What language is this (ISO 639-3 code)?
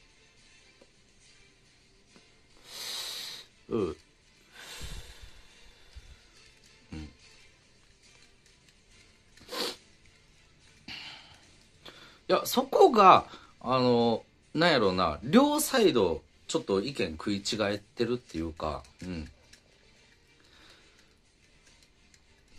jpn